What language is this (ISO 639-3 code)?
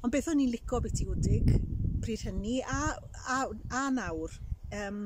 cym